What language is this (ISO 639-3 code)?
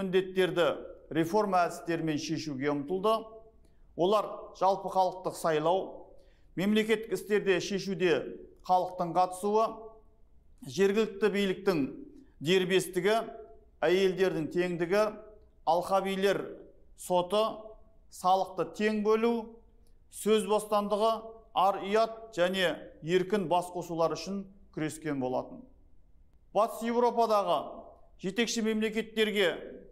kaz